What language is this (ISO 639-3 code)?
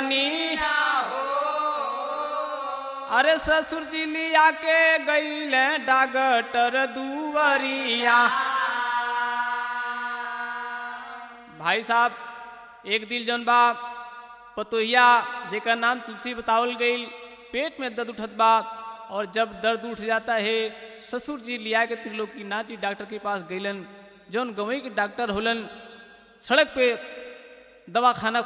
bho